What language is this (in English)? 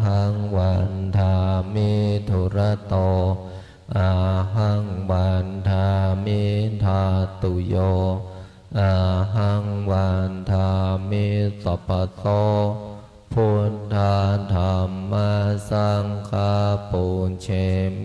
Pali